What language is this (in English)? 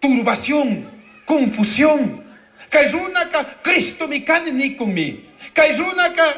Chimborazo Highland Quichua